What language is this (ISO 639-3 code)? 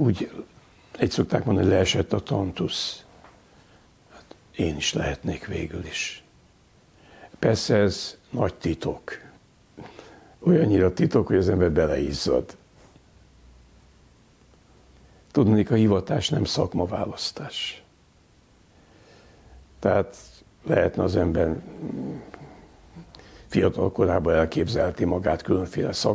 hun